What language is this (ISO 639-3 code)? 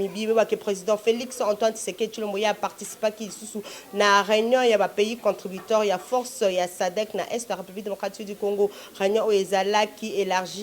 lin